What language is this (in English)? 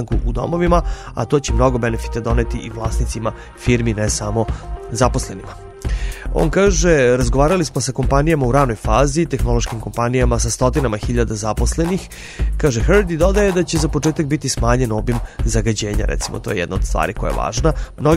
Serbian